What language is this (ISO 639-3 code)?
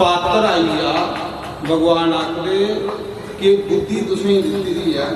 doi